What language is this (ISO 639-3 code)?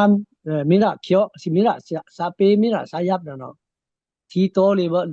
blk